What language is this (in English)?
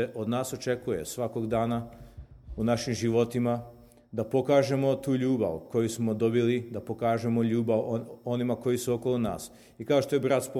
Serbian